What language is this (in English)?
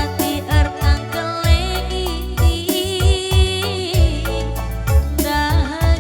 Batak Karo